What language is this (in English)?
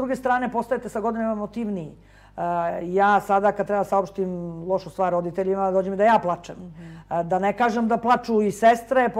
Serbian